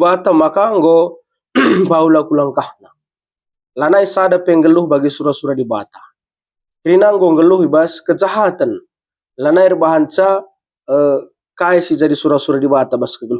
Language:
Batak Karo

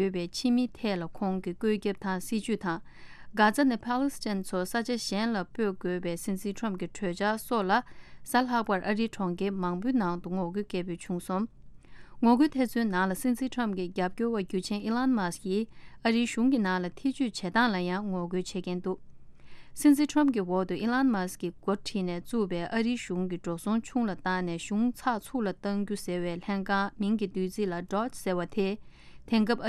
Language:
Tibetan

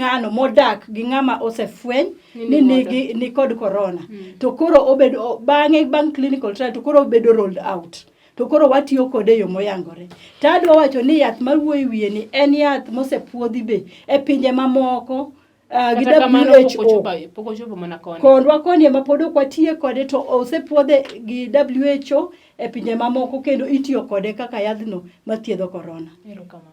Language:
Luo (Kenya and Tanzania)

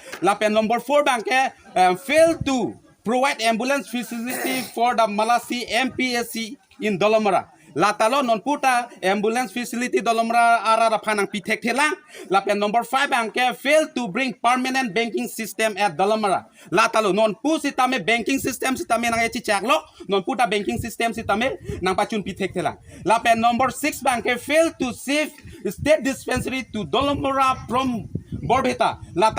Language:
Karbi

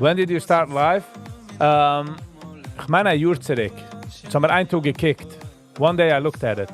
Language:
Yiddish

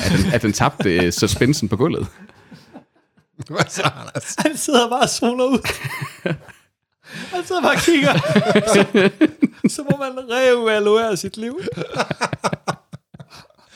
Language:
Danish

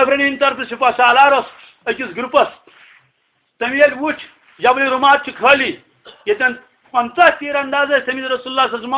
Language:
Kashmiri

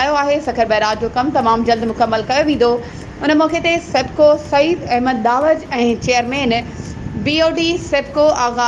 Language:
Sindhi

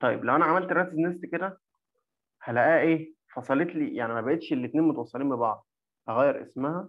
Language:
Egyptian Arabic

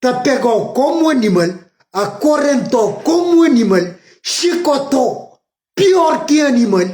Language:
Kabuverdianu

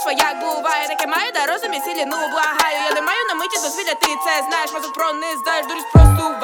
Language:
Ukrainian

